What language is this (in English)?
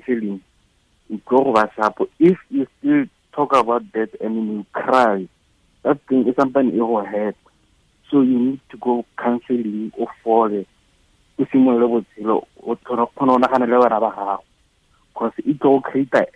Tswana